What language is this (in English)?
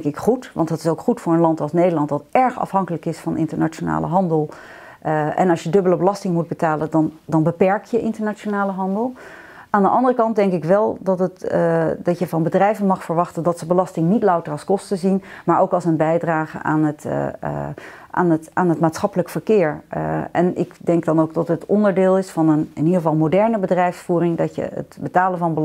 Dutch